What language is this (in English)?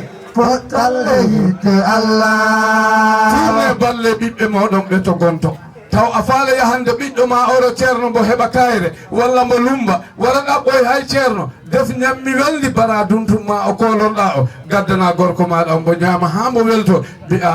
Fula